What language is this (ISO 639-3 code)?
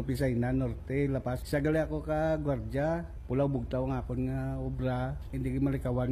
hil